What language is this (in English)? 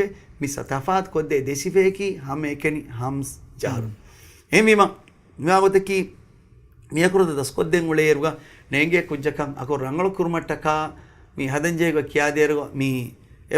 Divehi